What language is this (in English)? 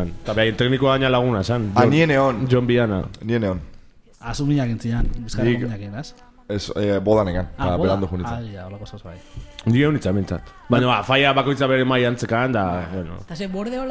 Basque